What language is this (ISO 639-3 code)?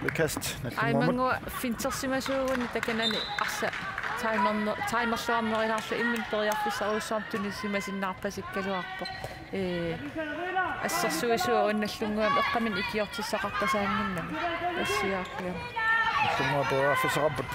kal